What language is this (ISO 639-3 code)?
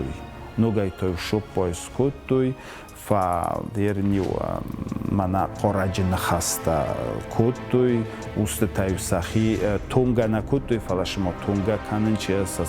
oss